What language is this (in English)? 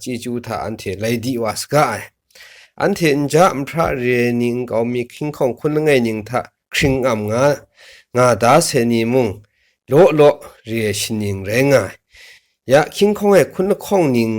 Kachin